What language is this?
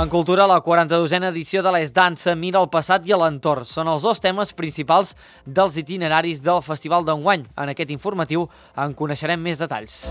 Catalan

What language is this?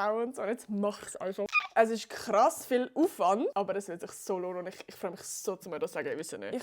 Swiss German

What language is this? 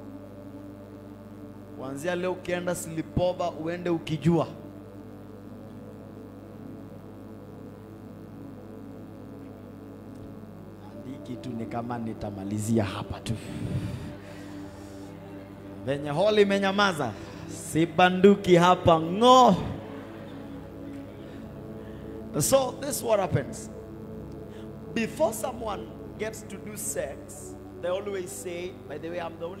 Swahili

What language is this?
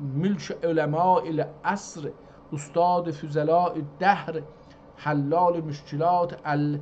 South Azerbaijani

